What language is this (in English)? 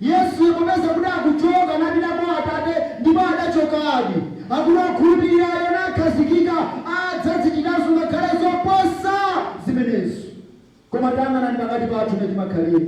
Nyanja